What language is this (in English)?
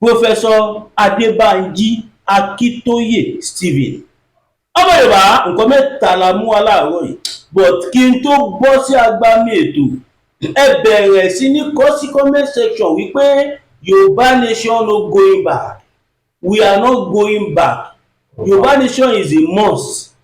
Yoruba